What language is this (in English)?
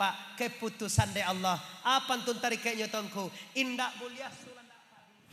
Minangkabau